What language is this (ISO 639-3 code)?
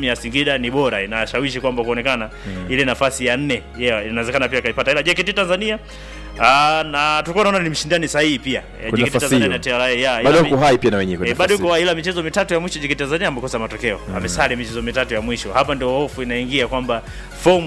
swa